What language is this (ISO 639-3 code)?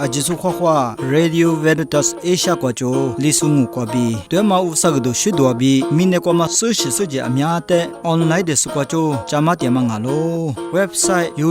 lis